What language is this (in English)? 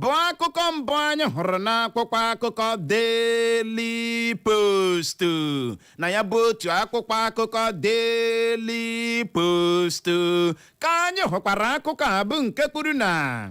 Igbo